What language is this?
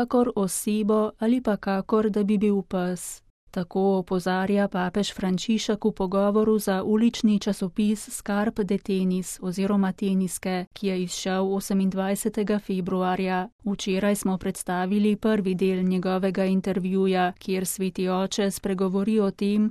Slovenian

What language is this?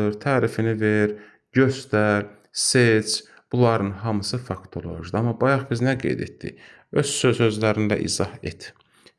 Azerbaijani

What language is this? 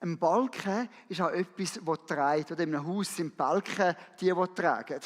Swiss German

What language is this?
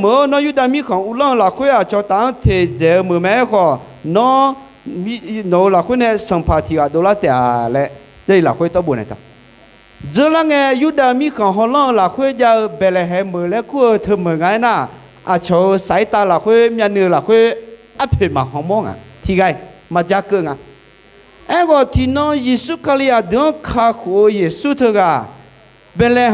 Akha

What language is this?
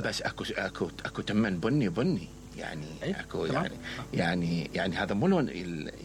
Mesopotamian Arabic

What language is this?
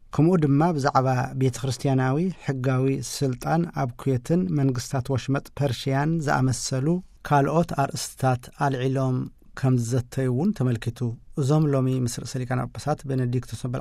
Tigrinya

